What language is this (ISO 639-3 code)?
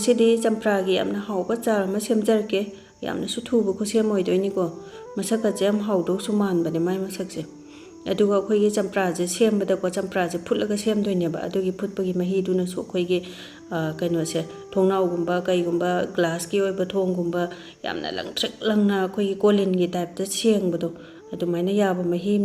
mni